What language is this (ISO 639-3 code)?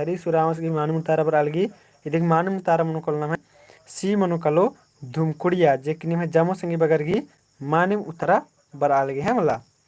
kru